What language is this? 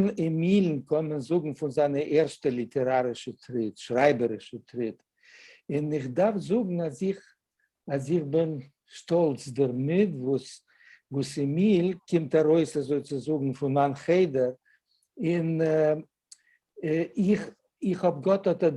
Yiddish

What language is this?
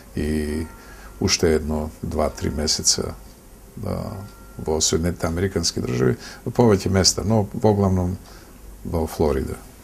Macedonian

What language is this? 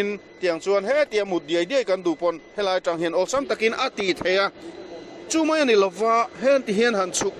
Mizo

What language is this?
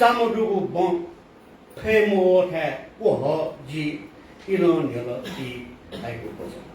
Newari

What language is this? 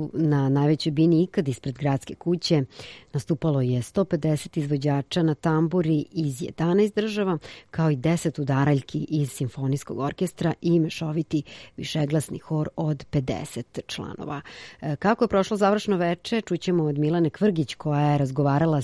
Serbian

